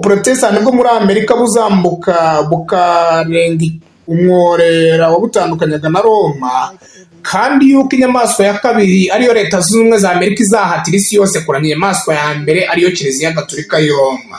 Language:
Kinyarwanda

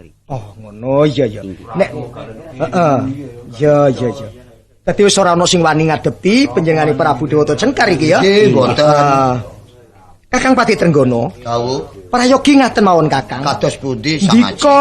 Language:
Javanese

